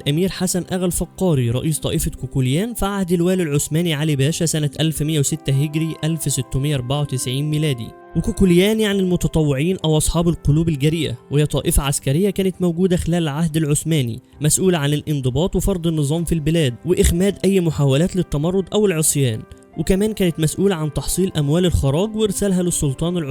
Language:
Egyptian Arabic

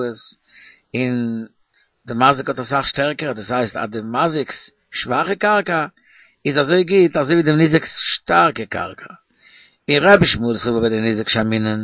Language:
Yiddish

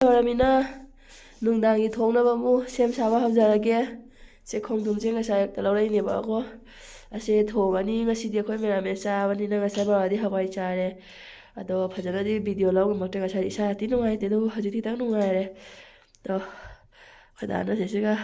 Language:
Manipuri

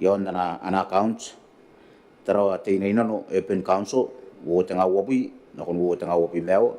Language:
Gilbertese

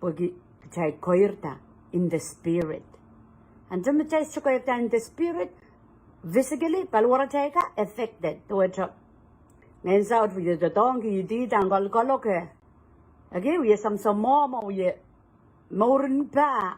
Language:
Pohnpeian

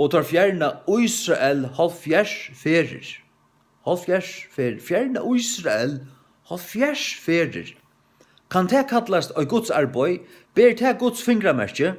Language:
Faroese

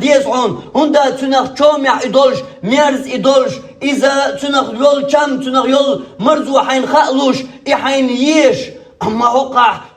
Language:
Chechen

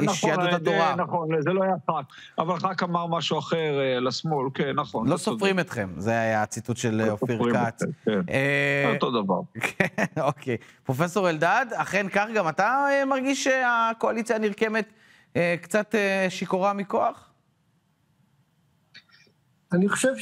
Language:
Hebrew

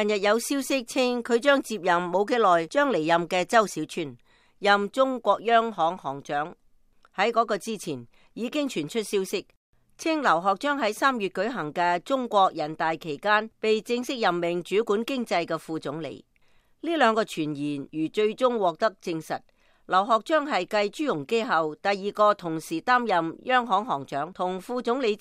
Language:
Cantonese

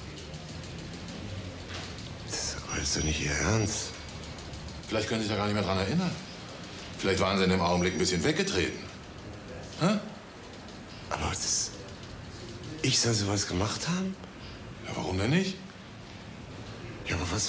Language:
German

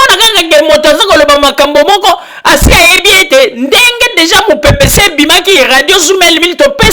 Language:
Lingala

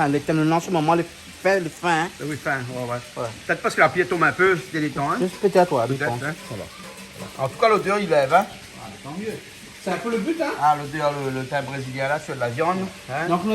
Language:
Réunion Creole French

